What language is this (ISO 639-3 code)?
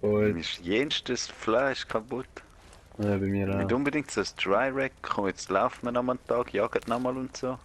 gsw